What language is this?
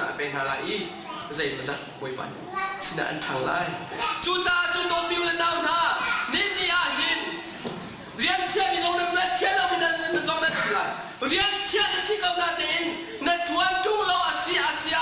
Hakha Chin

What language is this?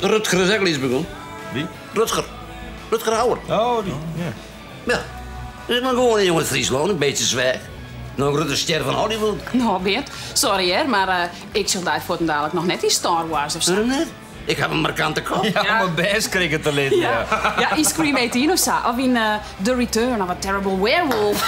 Western Frisian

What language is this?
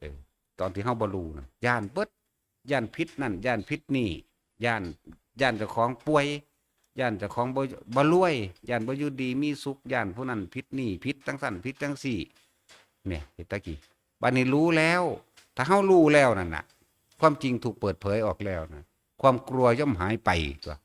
Northeastern Thai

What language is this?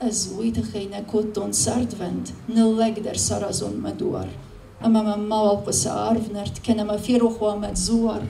Ossetic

